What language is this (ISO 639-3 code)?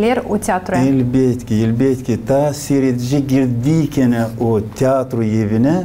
gag